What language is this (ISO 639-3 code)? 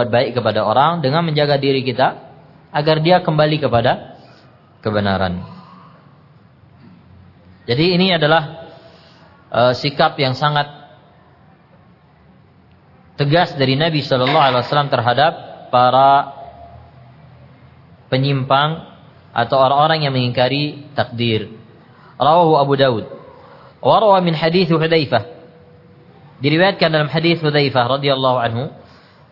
ind